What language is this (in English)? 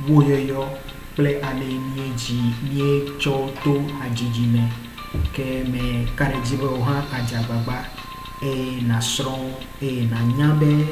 Ewe